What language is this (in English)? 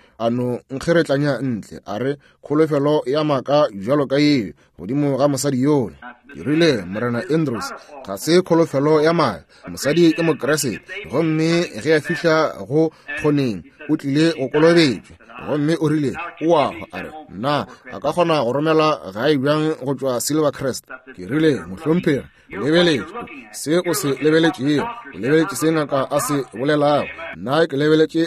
Northern Sotho